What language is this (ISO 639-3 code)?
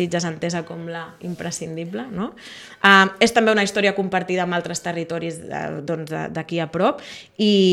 cat